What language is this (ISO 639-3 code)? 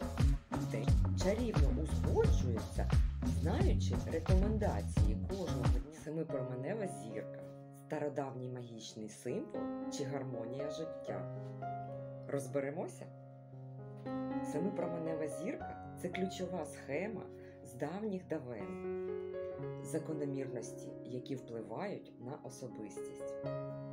ukr